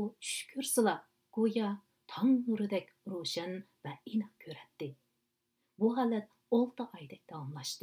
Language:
Uyghur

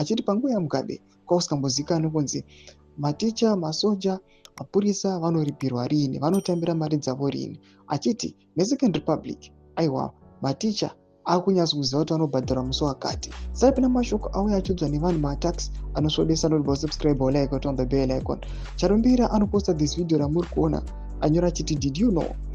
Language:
Shona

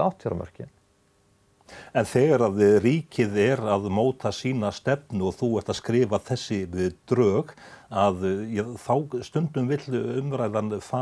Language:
Icelandic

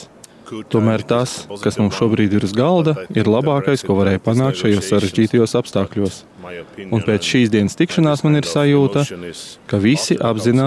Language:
Latvian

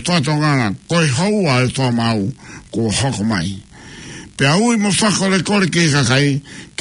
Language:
Tongan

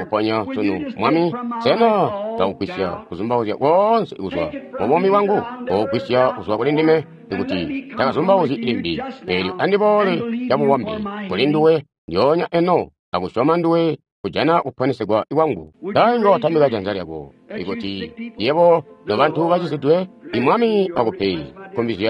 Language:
Tonga (Zambia)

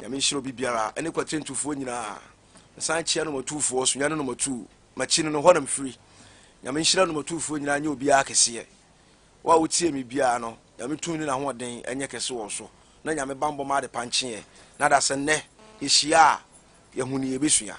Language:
Akan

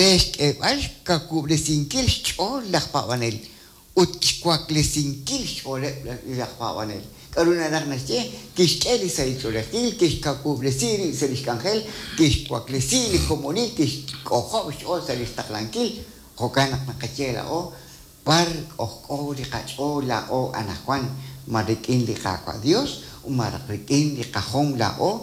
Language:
Kekchí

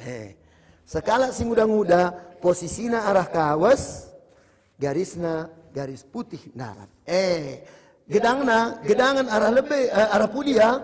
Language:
Batak Karo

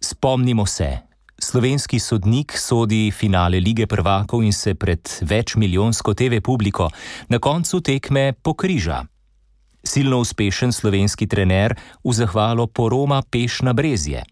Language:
Slovenian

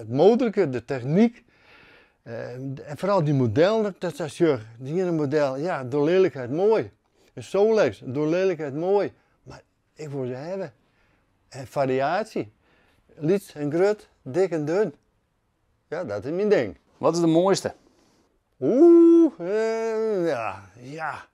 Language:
Western Frisian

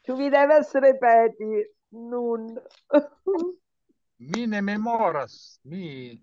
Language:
Esperanto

